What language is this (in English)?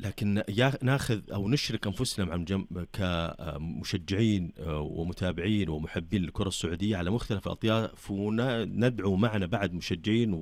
Najdi Arabic